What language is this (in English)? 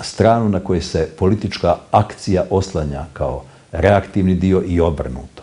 Bosnian